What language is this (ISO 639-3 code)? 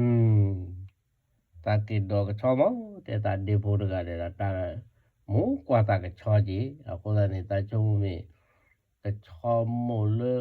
ksw